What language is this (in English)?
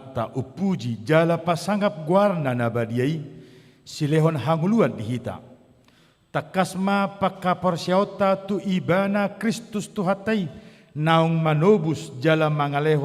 Batak Toba